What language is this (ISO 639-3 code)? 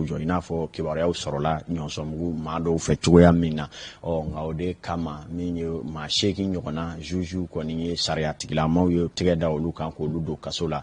bam